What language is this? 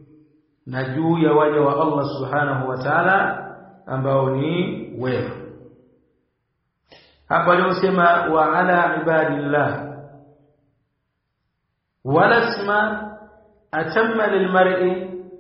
Swahili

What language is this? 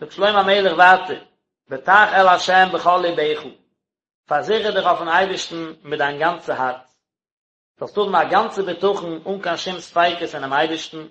Yiddish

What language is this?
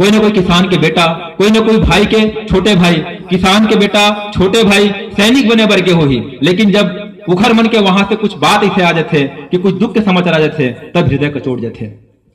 Chhattisgarhi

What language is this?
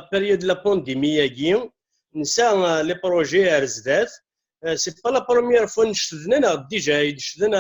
Kabyle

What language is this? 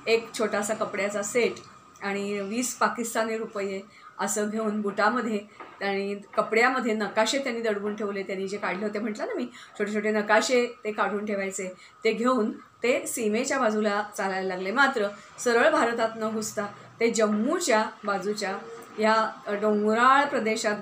Marathi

